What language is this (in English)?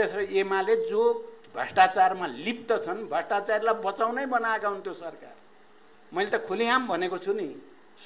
Nepali